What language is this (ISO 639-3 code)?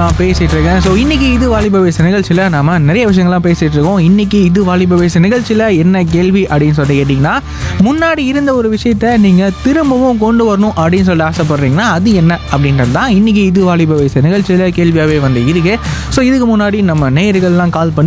tam